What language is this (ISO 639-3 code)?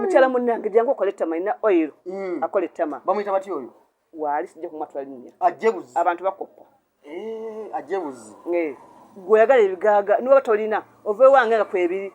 lug